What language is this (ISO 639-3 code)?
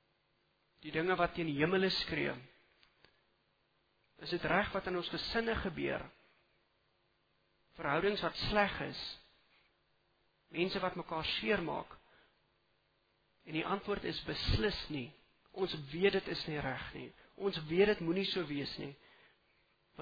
afr